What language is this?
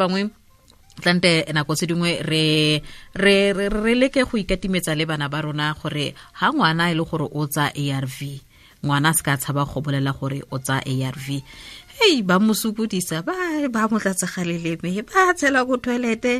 Tswana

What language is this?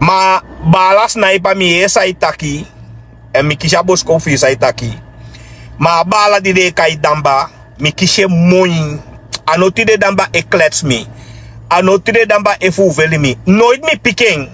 Sranan Tongo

